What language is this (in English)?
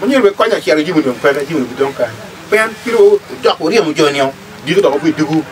Acoli